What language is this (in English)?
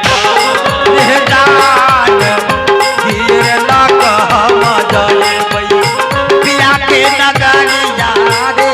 Maithili